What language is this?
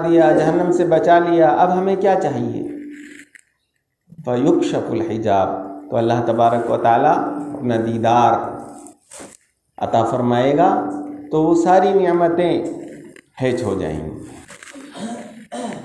Urdu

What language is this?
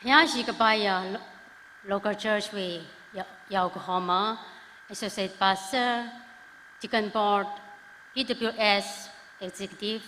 Tangkhul Naga (India)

